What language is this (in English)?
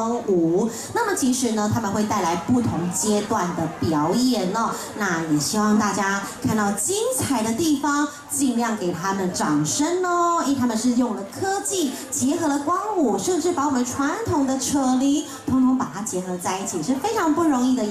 Chinese